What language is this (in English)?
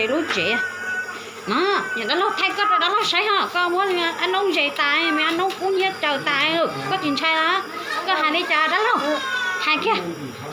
Hmong